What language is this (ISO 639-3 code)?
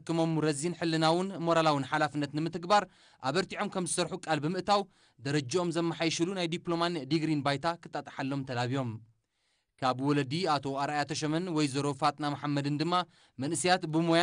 tir